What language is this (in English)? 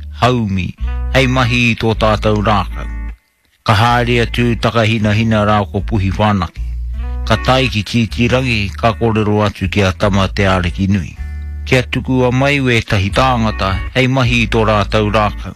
Māori